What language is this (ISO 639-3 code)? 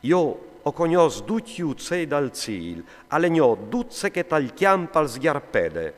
fur